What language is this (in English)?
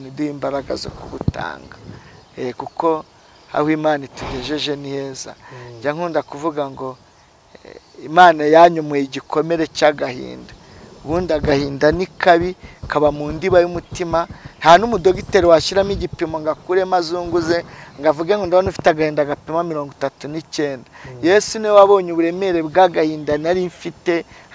Kinyarwanda